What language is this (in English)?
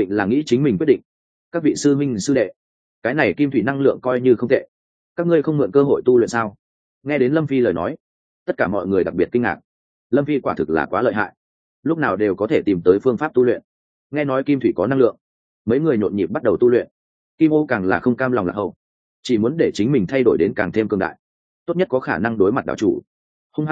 Vietnamese